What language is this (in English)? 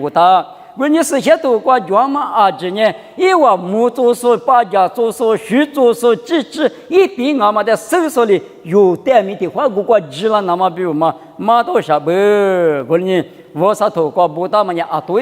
Lisu